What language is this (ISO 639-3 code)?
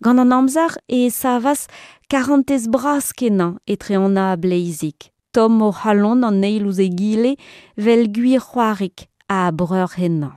bre